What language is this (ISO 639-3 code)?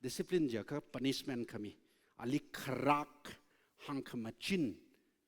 nmf